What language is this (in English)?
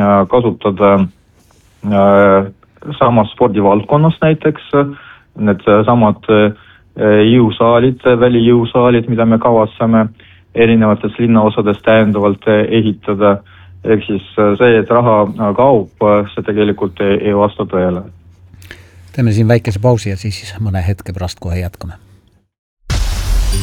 Estonian